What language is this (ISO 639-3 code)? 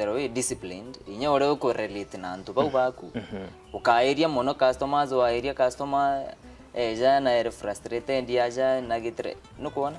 mer